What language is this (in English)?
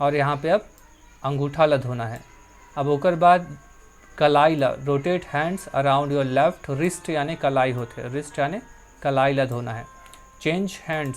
Chhattisgarhi